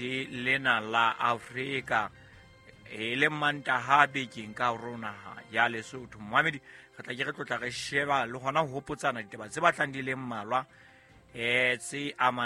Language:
Southern Sotho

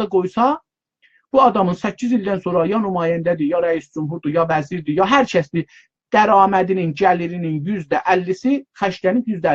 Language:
South Azerbaijani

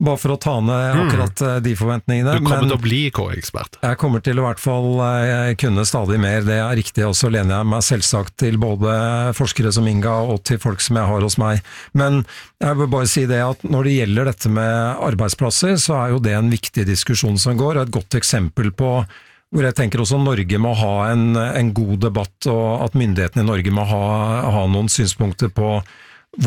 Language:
Norwegian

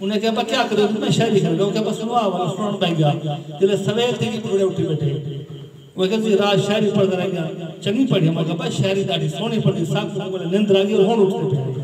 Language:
Saraiki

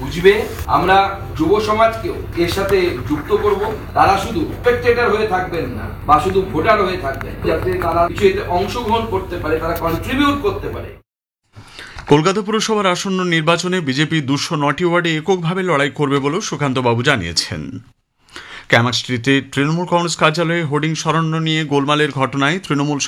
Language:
Bangla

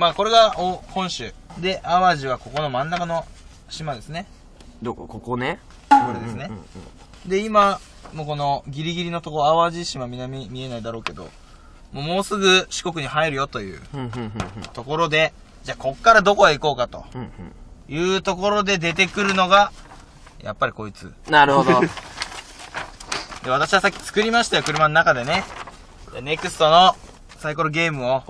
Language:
Japanese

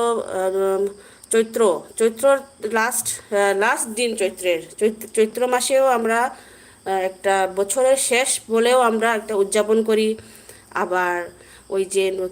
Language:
Manipuri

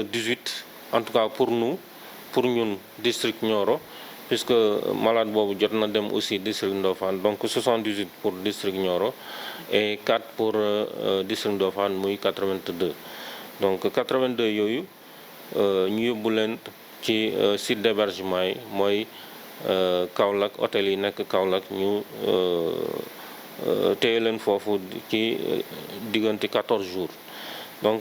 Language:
Wolof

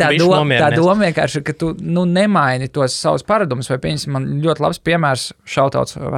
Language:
Latvian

